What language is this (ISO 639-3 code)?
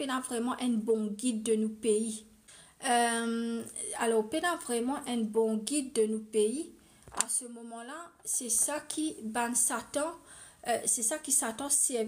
mfe